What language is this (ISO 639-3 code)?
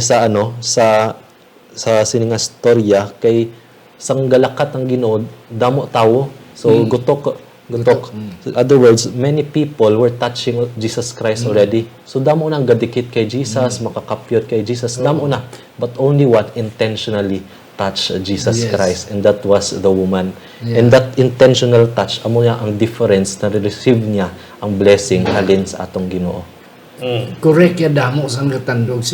hil